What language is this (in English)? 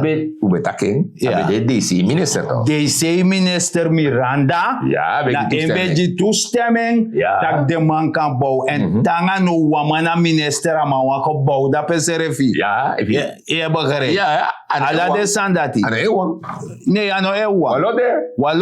Sranan Tongo